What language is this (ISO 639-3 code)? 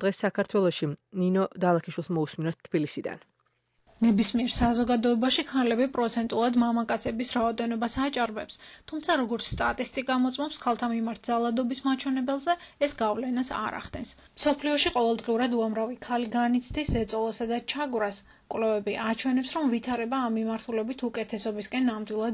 kat